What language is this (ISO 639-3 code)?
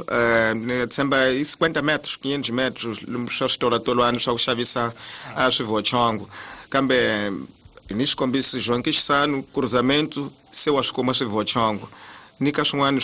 tso